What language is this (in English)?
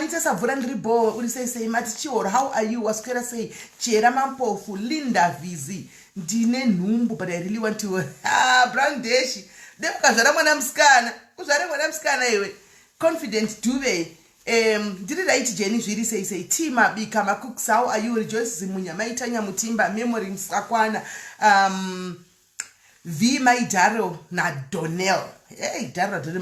Shona